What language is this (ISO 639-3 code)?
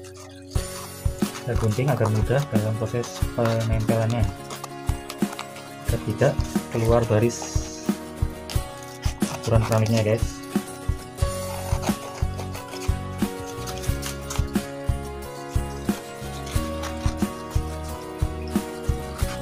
ind